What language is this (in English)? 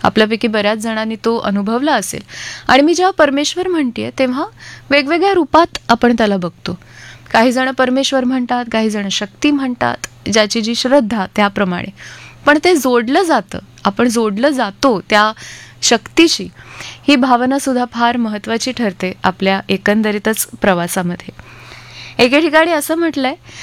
Marathi